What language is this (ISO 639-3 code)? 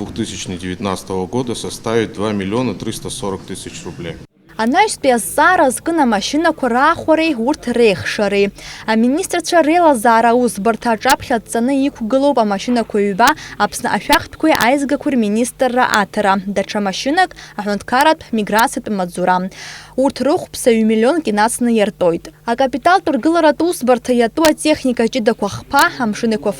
abk